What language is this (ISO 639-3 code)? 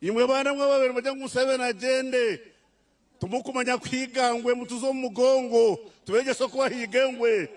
nyn